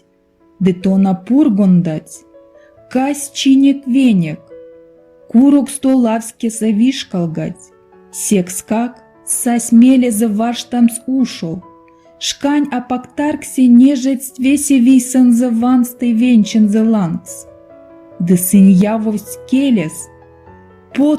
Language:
Erzya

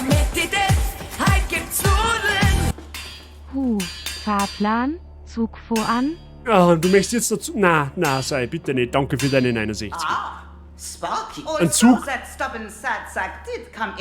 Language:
Bavarian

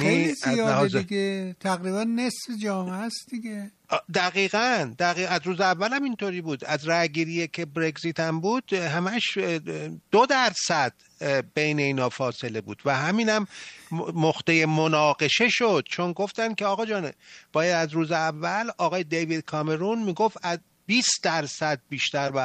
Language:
Persian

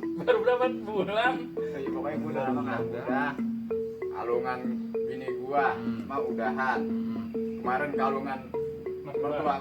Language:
Betawi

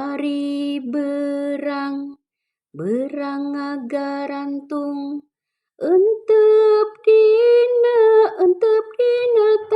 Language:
Sundanese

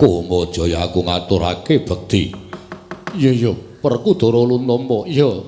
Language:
Javanese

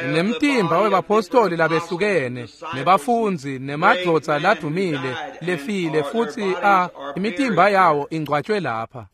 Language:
Swati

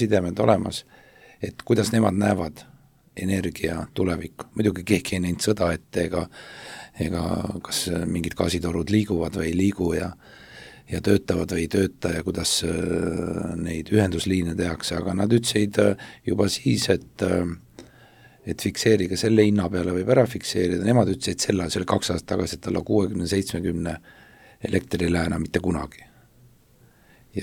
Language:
Estonian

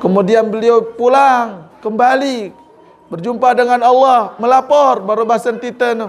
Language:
Sasak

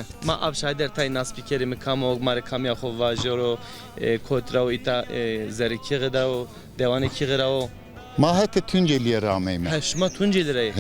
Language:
Zaza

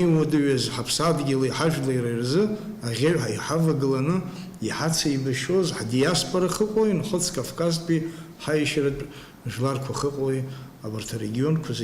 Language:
Abkhazian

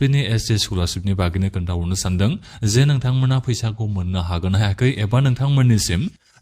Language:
Bodo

